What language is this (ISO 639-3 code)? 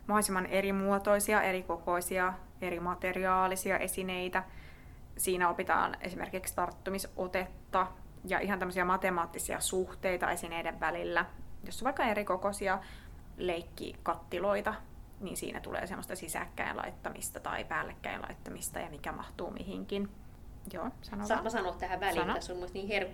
fin